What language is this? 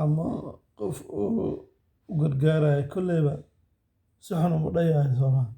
Somali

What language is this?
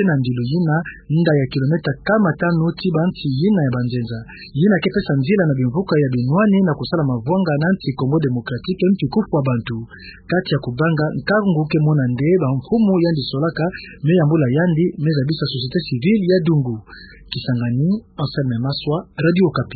Kituba (Democratic Republic of Congo)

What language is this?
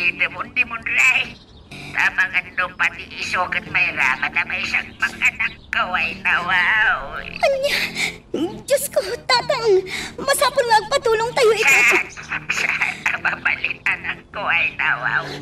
Iloko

